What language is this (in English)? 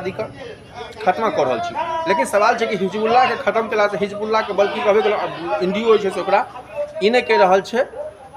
Maithili